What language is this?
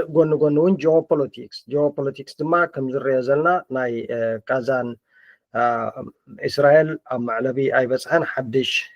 Tigrinya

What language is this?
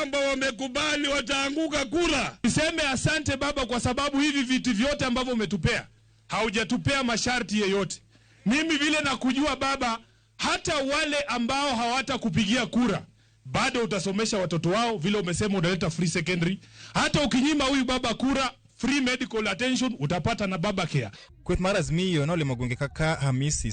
Luo (Kenya and Tanzania)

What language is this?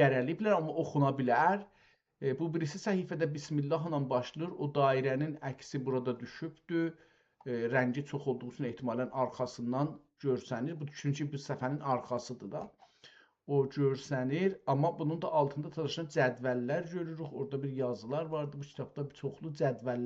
South Azerbaijani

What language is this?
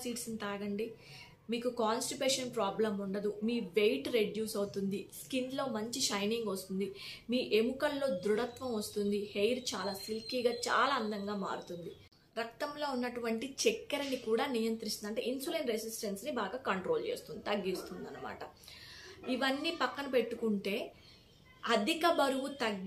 Telugu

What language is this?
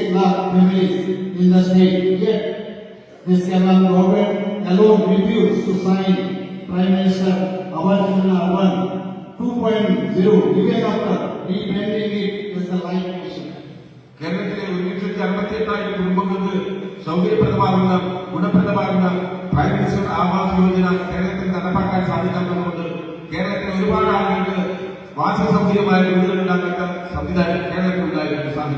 Kok Borok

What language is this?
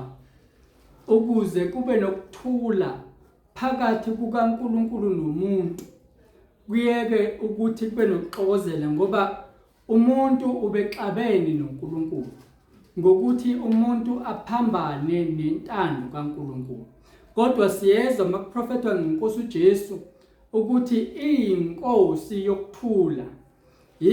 Zulu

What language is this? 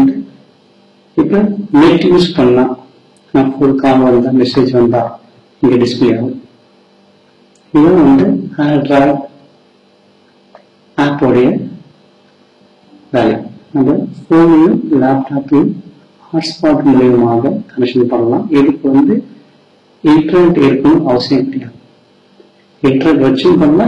Tamil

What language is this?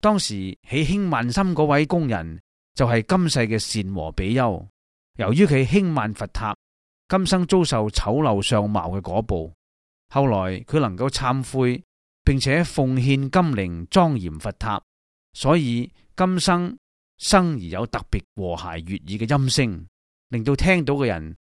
Cantonese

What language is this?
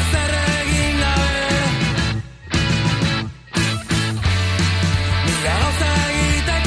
Basque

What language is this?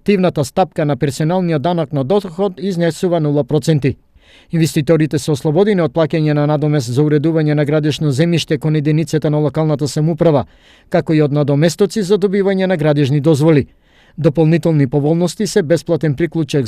Macedonian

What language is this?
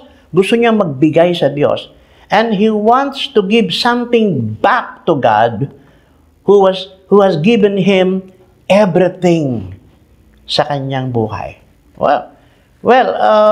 Filipino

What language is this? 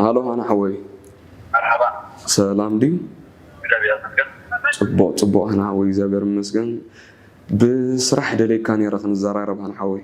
Tigrinya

